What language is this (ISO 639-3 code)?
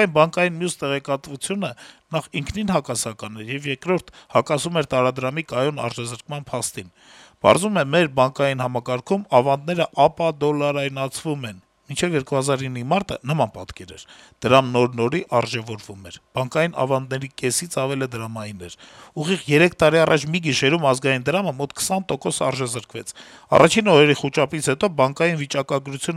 hye